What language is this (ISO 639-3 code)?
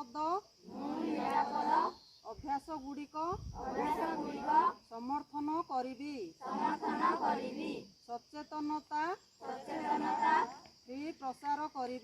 ori